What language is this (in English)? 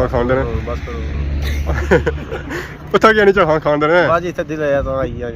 Pahari-Potwari